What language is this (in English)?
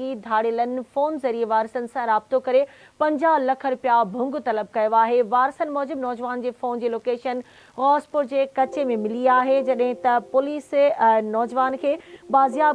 Sindhi